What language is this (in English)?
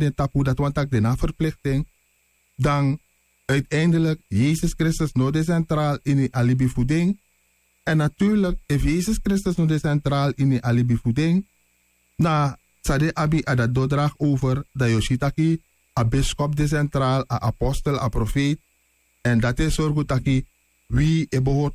Sranan Tongo